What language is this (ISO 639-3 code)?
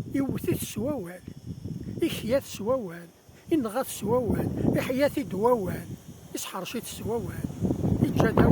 kab